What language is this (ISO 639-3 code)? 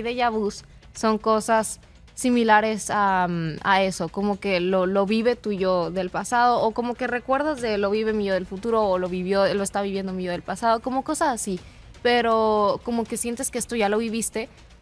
spa